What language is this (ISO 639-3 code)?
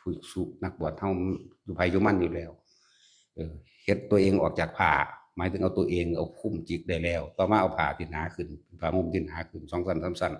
tts